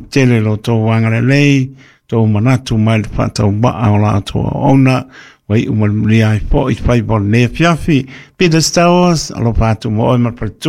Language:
Samoan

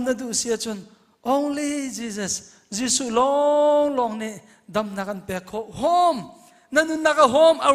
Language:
Hakha Chin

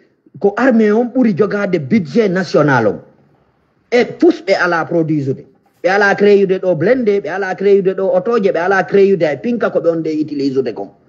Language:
Fula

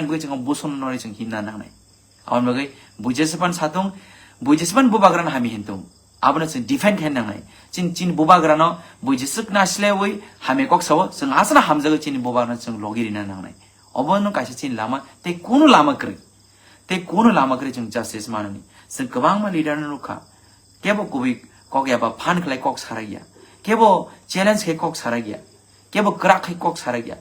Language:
Kok Borok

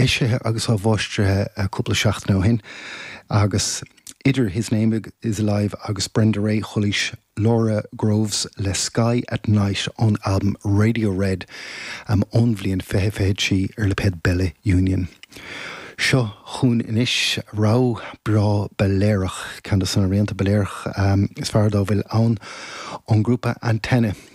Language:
Irish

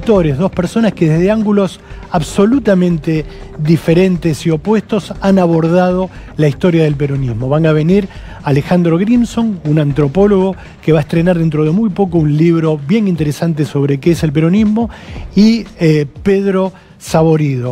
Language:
Spanish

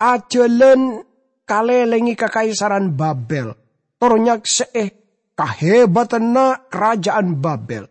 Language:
Madurese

